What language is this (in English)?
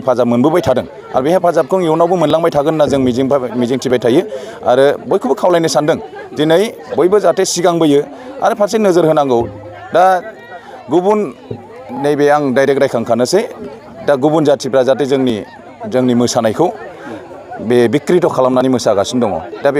Bodo